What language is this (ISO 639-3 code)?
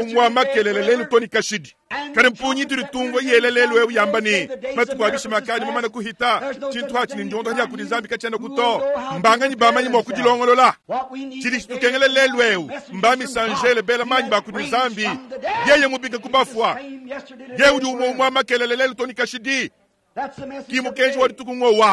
lua